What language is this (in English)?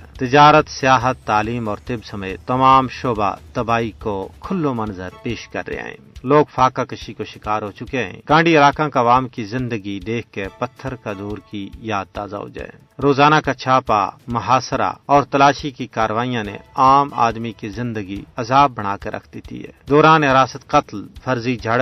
Gujari